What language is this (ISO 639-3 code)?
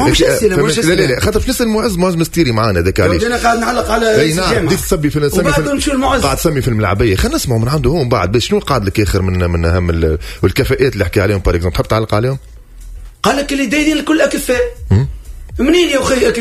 aeb